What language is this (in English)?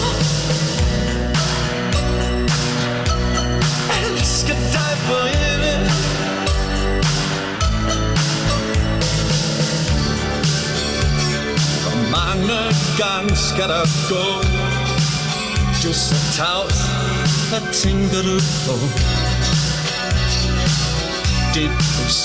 Danish